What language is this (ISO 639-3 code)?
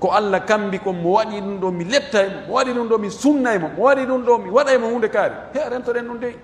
fuf